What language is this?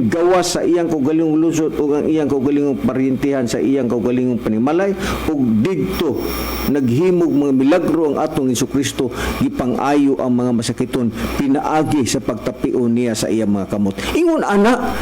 Cebuano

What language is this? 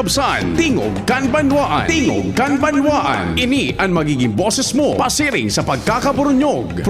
Bikol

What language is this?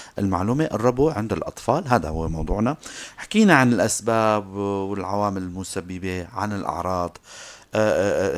North Levantine Arabic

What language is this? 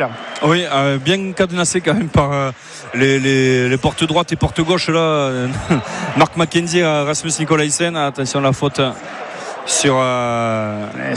French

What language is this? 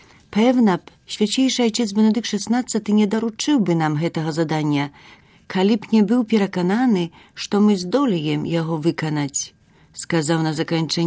Belarusian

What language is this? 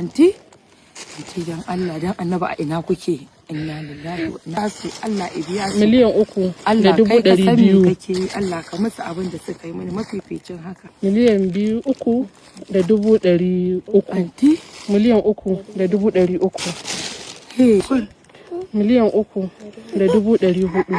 Hausa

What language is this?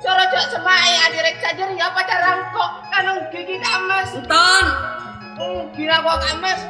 Madurese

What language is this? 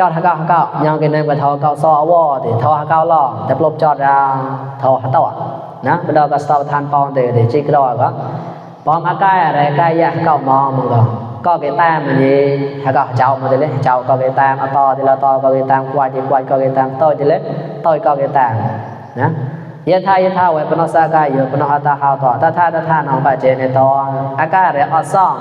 Mon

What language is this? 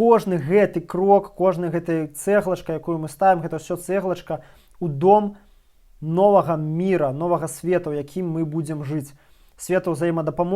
Belarusian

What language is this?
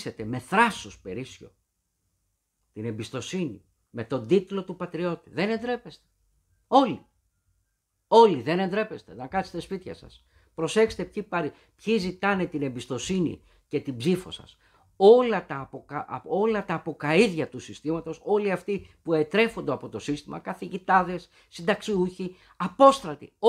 Greek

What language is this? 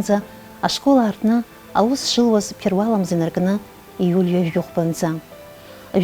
Abkhazian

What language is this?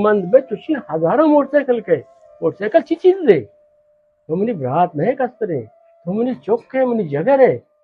Baluchi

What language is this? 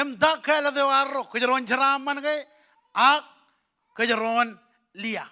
Marshallese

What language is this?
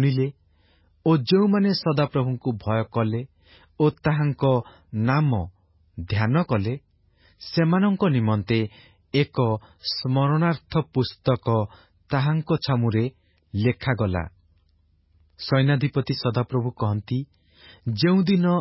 Odia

